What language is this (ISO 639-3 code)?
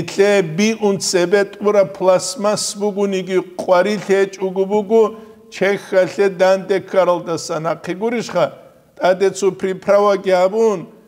ava